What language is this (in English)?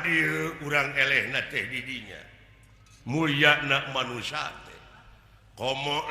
Sundanese